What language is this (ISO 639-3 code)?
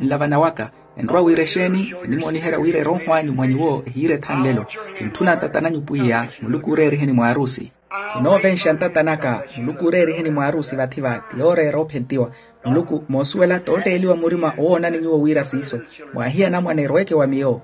vmw